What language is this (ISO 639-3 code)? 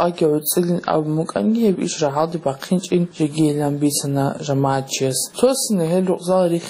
ava